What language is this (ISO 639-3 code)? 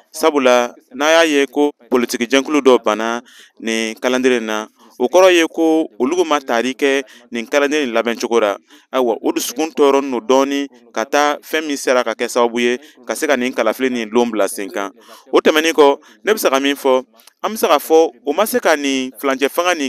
bam